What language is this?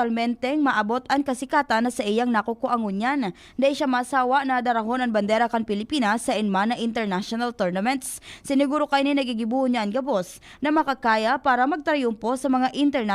Bikol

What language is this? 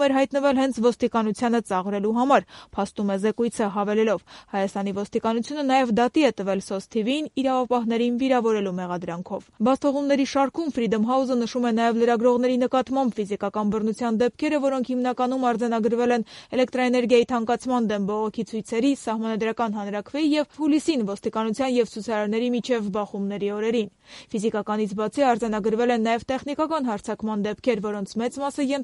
Armenian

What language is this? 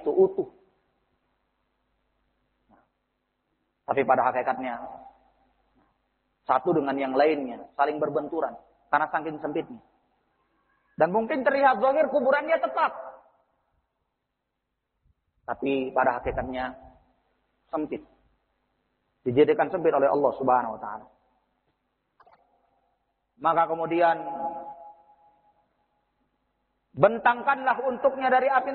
Indonesian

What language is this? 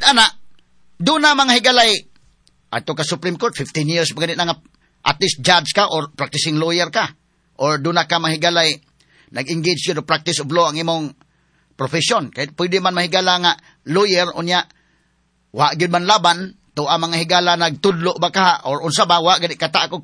Cebuano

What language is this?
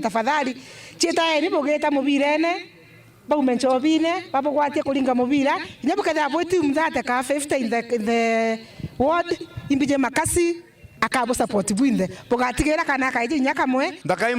Meru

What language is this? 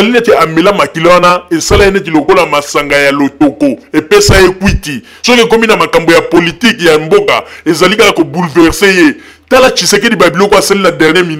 Lingala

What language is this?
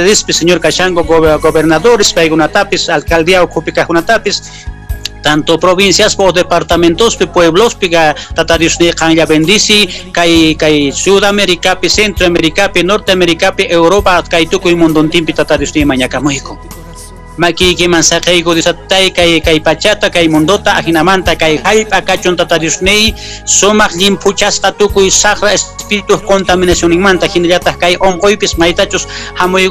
Quechua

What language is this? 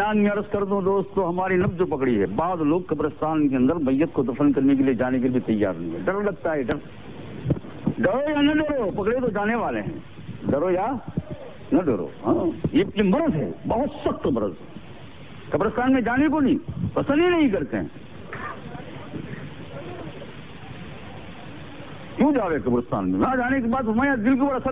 Urdu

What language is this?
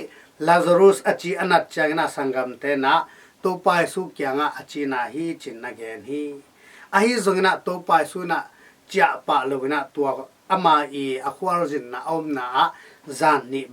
Tedim Chin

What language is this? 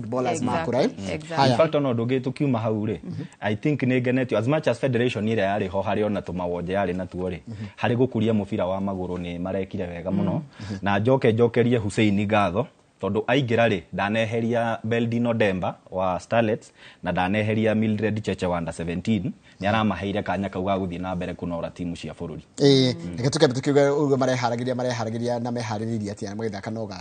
Kikuyu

